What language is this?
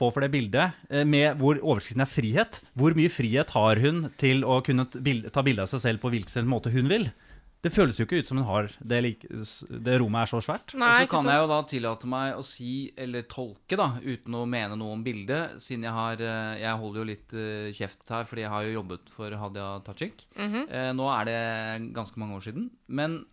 Norwegian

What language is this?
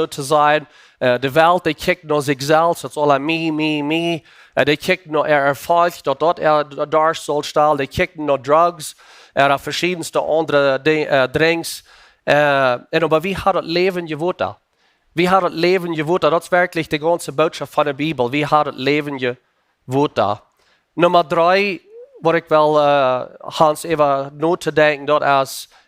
Plautdietsch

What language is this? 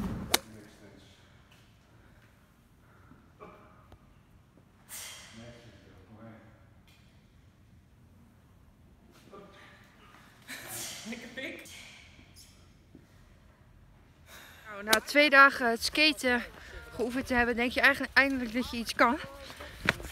Dutch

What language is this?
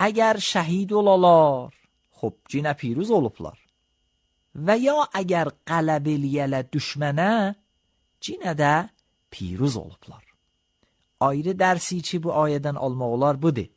Azerbaijani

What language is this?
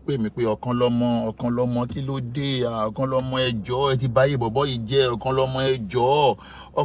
Yoruba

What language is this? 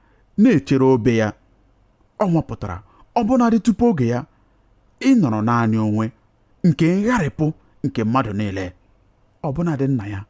Igbo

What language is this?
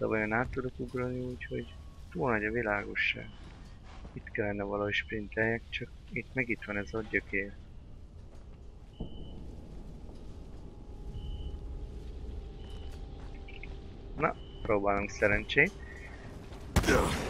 Hungarian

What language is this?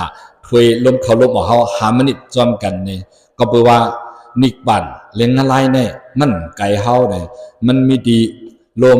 Shan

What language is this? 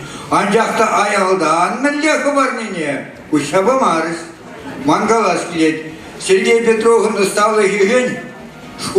Chuvash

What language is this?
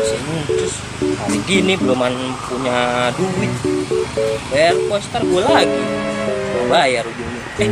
Betawi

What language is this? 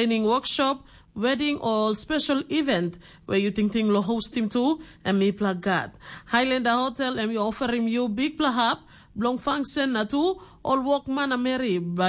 Tok Pisin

